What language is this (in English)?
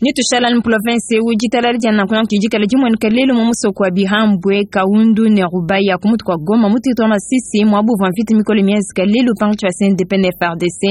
Luba-Lulua